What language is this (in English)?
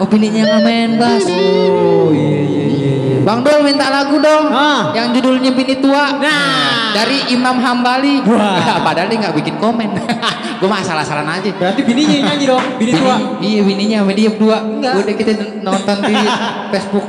Betawi